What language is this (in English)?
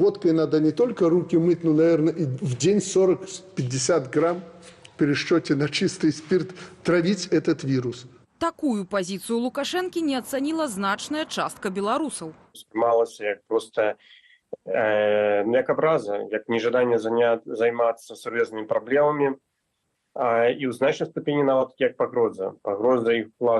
Belarusian